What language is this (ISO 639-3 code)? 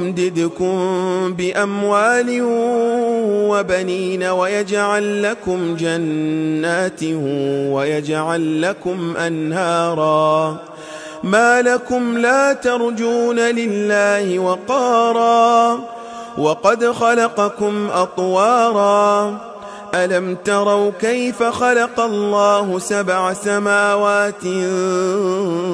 ara